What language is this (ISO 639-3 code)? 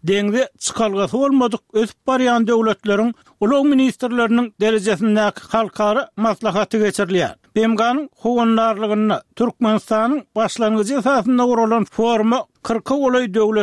tuk